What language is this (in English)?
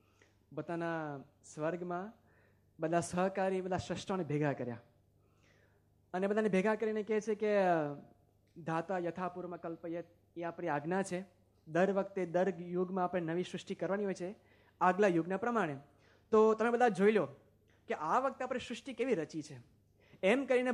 Gujarati